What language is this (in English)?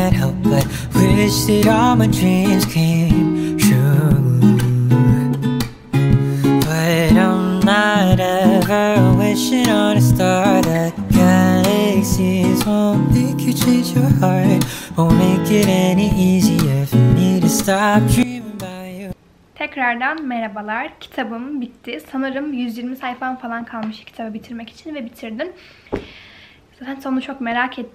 Turkish